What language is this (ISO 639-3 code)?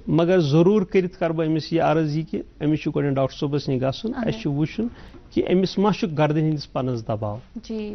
kas